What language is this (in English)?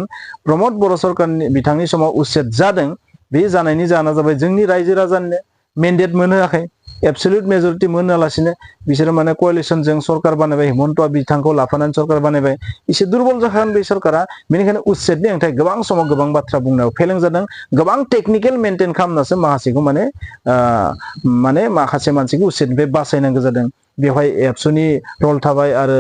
Bodo